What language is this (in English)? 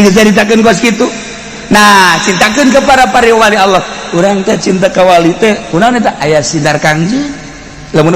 Sundanese